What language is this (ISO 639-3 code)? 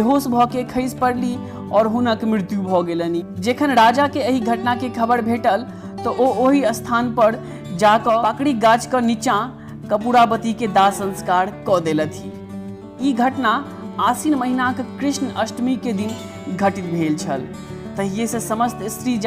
mai